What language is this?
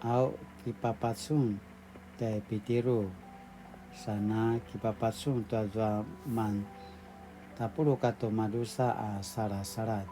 Paiwan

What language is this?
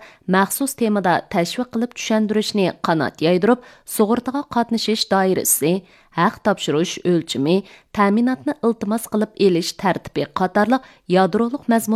Uyghur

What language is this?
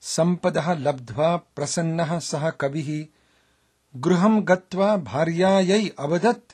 Sanskrit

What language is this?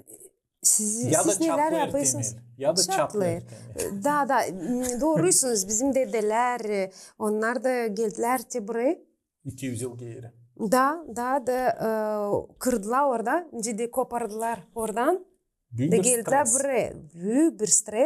Gagauz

